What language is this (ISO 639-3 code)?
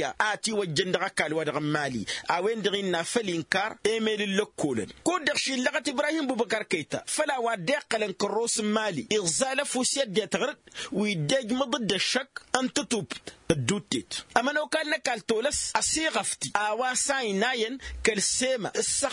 taq